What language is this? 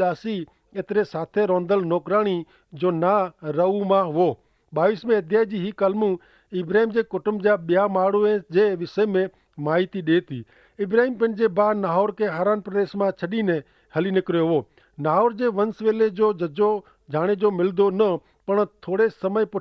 Kachhi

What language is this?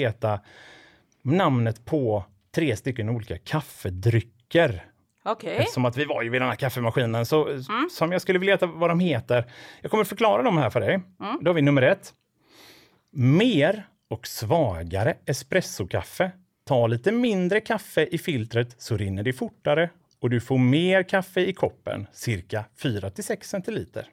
Swedish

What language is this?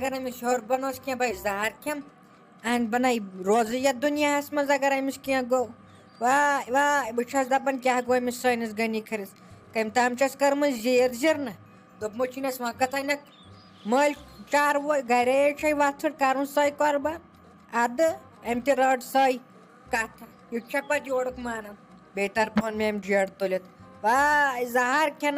Kashmiri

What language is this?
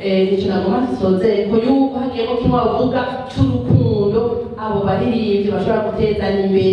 Rundi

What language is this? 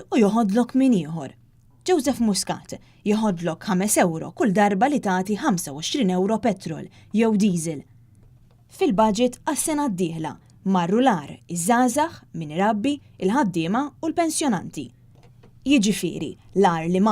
Maltese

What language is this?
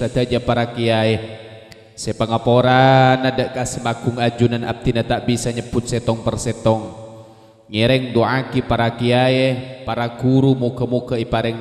Madurese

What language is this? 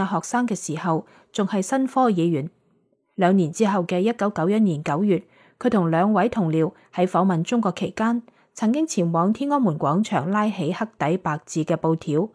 Cantonese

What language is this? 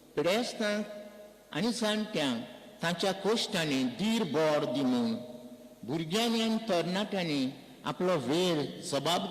Konkani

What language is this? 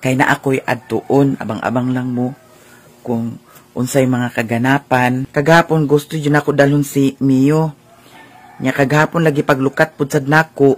Cebuano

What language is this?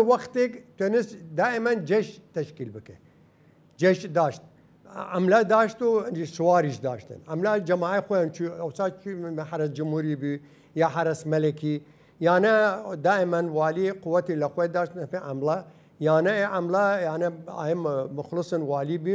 Southern Kurdish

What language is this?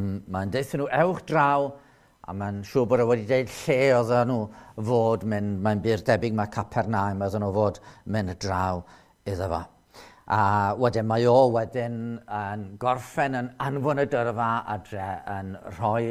Welsh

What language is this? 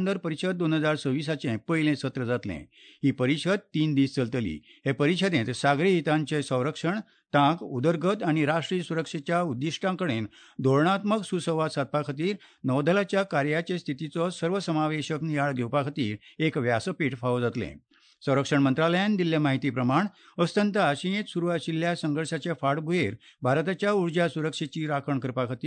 Konkani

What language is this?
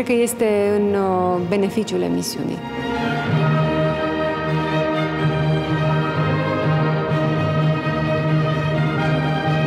Romanian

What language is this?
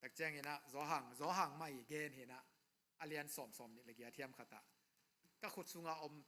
Tedim Chin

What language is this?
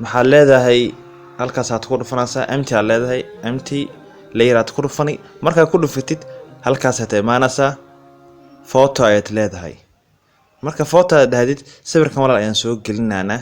Somali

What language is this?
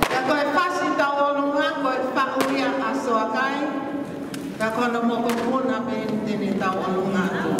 Tongan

